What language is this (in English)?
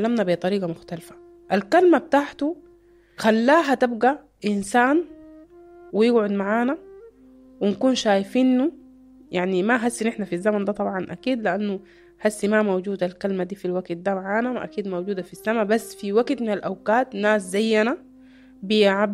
Sudanese Arabic